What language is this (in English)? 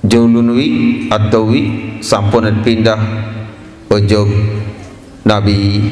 Sasak